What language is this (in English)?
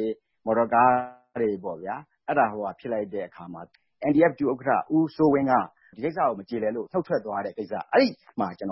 Burmese